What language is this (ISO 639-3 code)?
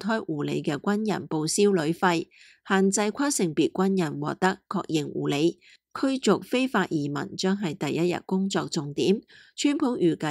yue